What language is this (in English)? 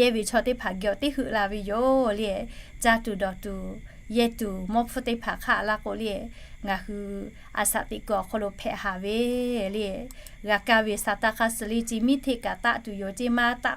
Lahu